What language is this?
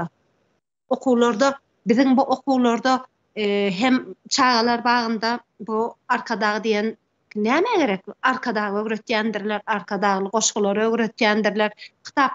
Turkmen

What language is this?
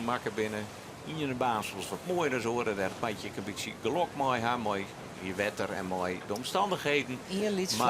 Western Frisian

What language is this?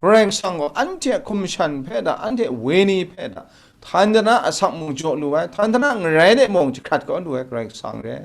Kachin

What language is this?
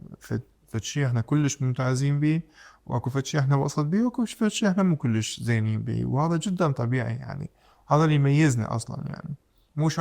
Mesopotamian Arabic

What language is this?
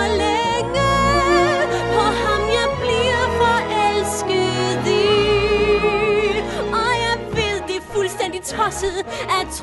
Danish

